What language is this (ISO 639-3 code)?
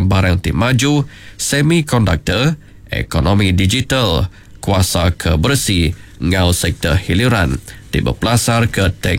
iba